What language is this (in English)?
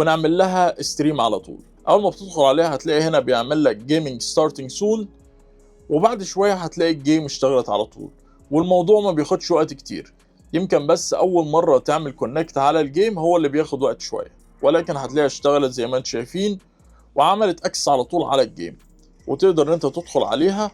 Egyptian Arabic